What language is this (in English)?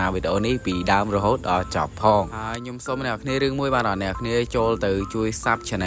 Khmer